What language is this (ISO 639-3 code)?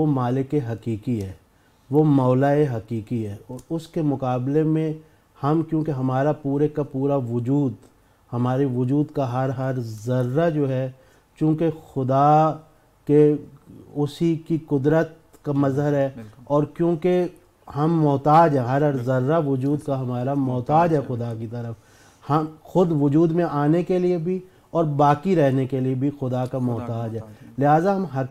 urd